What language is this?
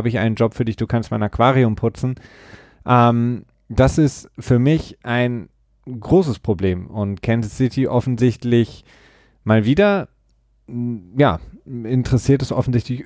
German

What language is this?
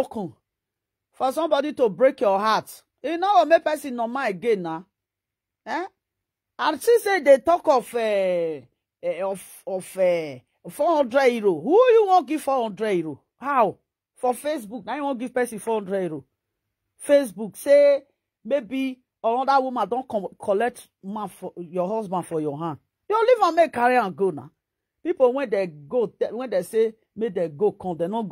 Nigerian Pidgin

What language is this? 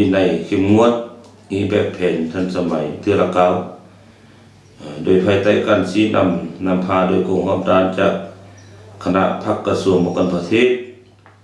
Lao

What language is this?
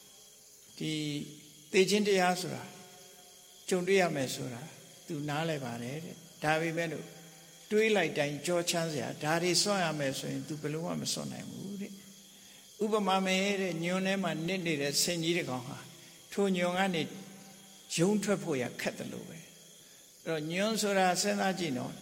Burmese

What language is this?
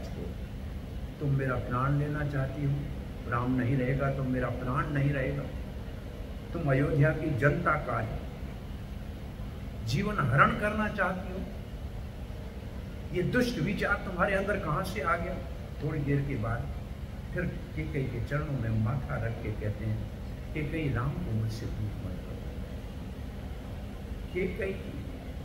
Hindi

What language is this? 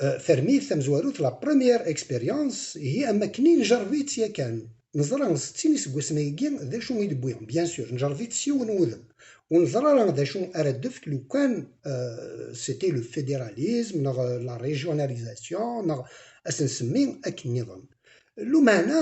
Kabyle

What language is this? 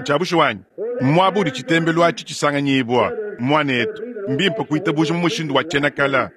Luba-Lulua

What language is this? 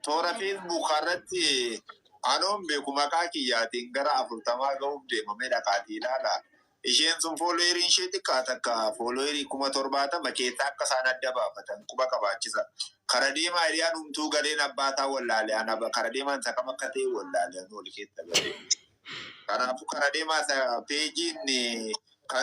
Oromo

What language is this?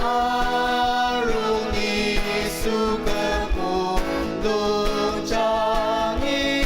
Ao Naga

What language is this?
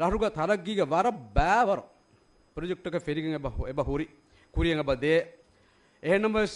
Divehi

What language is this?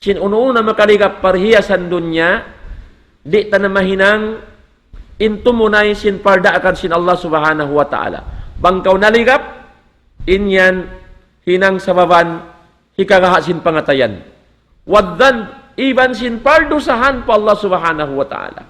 Tausug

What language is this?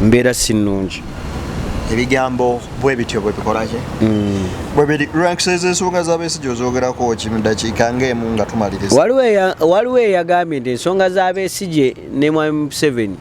Ganda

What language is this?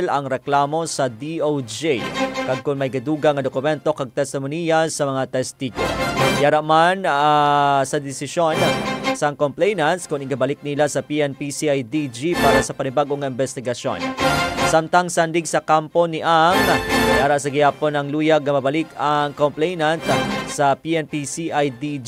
Hiligaynon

